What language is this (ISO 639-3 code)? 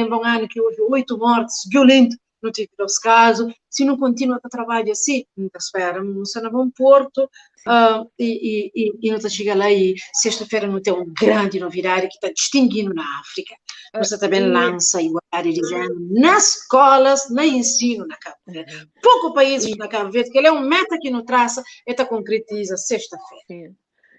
kea